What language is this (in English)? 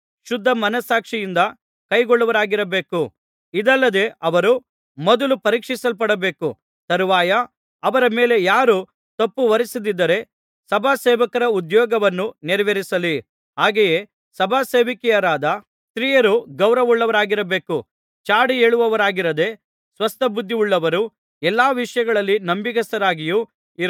Kannada